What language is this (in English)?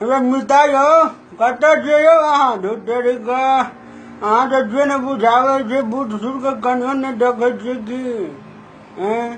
Maithili